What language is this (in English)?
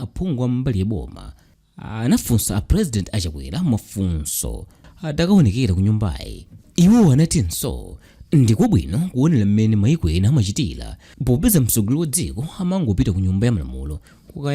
Nyanja